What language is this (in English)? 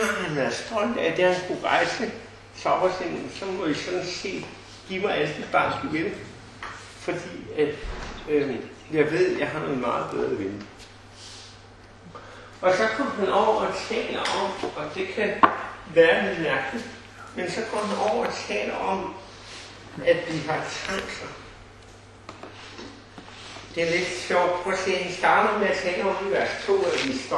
Danish